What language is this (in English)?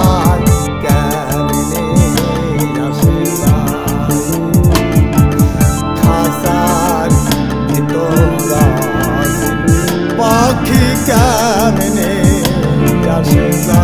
Bangla